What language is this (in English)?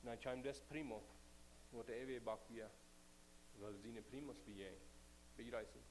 Plautdietsch